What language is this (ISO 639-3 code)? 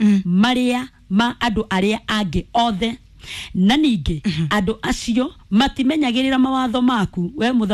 kik